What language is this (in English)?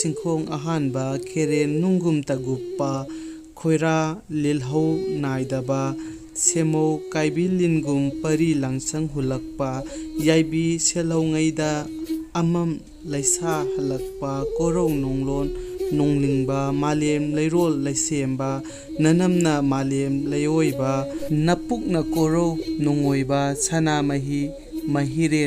Manipuri